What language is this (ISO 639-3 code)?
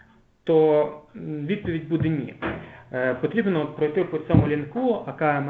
ukr